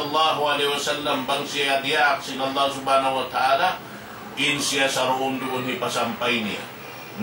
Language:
Tausug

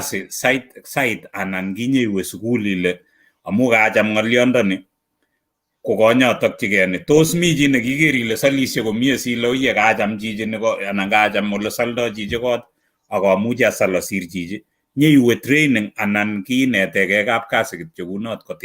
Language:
Kalenjin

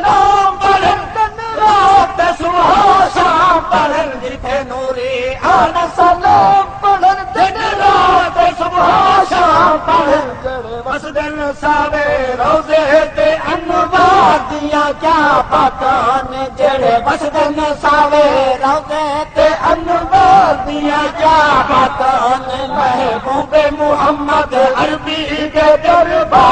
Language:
Saraiki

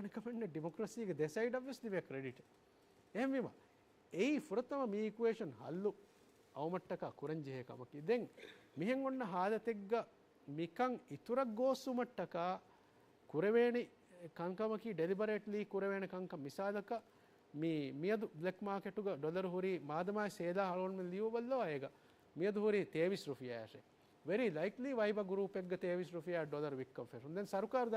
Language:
Divehi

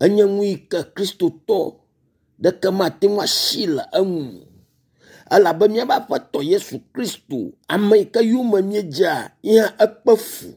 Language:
Ewe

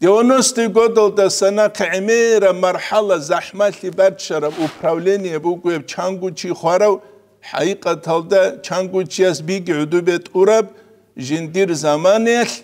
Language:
Avaric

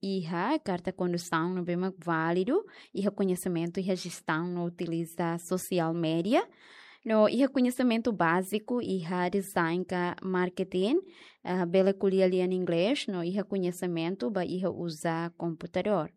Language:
Tetum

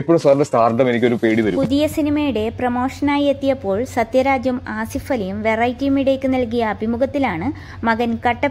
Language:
Malayalam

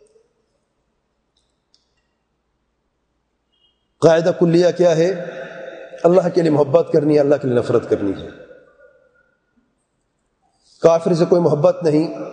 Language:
Urdu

